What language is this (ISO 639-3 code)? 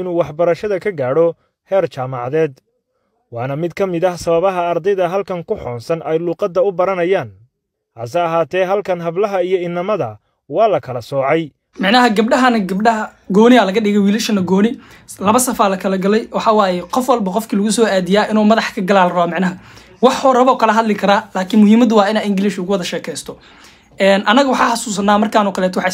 som